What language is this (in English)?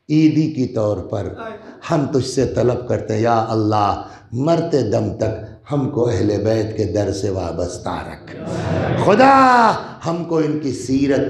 Urdu